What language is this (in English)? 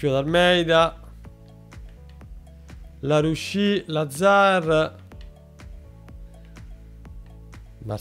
Italian